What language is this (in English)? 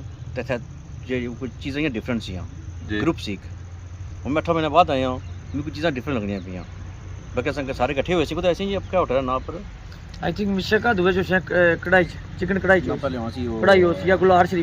Pahari-Potwari